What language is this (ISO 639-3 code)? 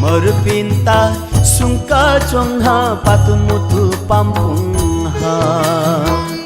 new